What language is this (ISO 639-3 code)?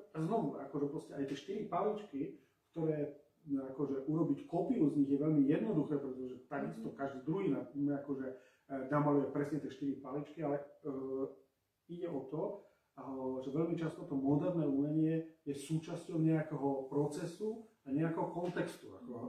slk